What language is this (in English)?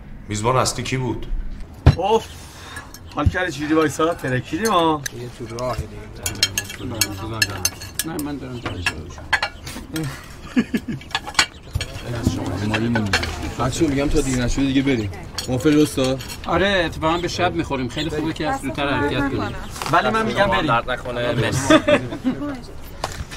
Persian